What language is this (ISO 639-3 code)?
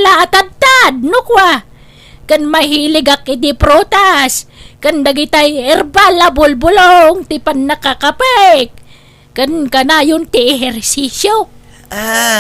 ilo